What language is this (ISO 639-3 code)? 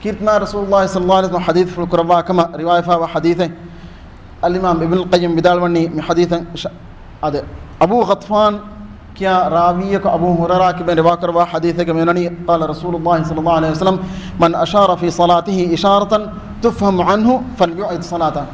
div